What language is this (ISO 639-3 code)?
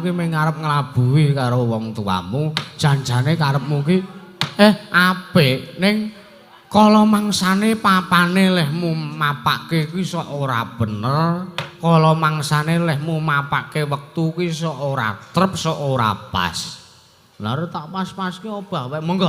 jav